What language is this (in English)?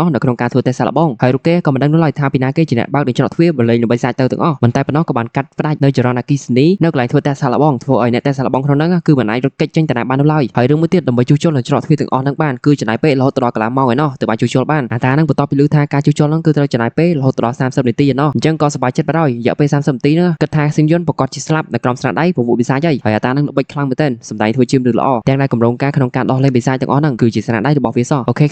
Khmer